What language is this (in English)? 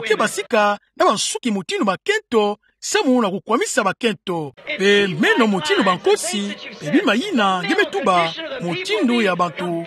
Kituba (Democratic Republic of Congo)